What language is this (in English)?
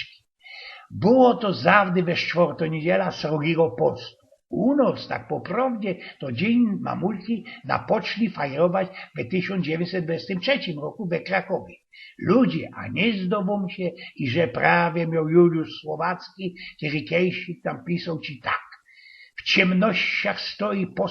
Silesian